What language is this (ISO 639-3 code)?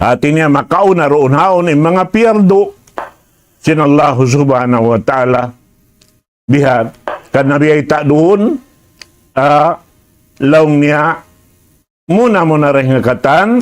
tsg